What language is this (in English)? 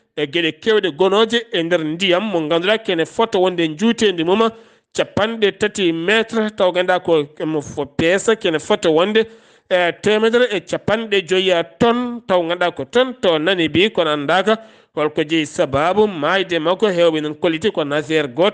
Fula